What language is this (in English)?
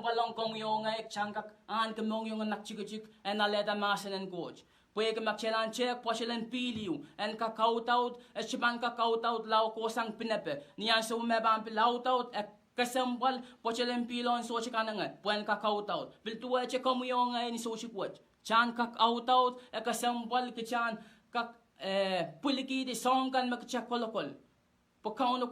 Pohnpeian